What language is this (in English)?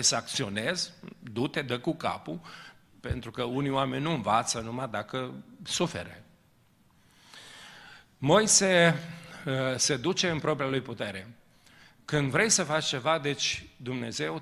Romanian